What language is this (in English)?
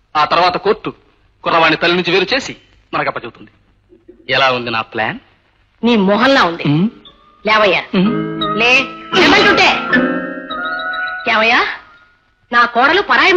Telugu